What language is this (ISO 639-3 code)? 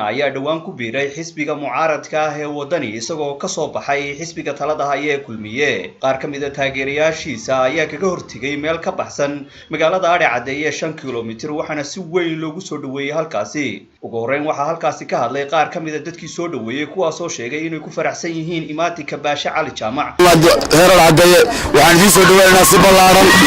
som